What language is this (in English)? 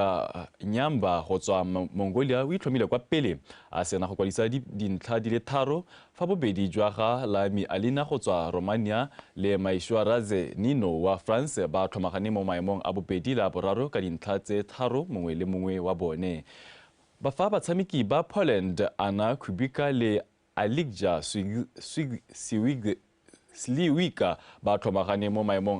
Tswana